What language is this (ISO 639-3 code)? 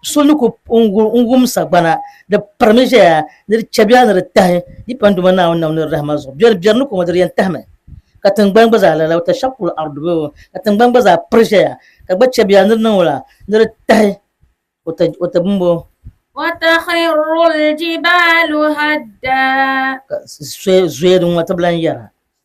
dag